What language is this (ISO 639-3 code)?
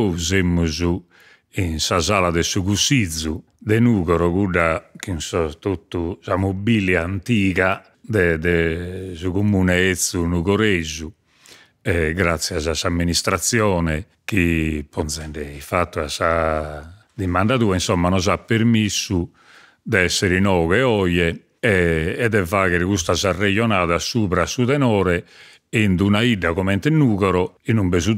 srd